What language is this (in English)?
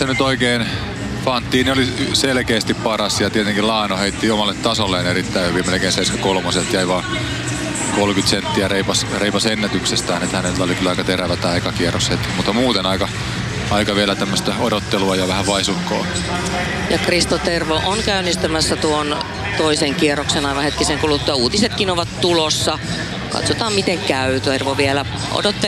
Finnish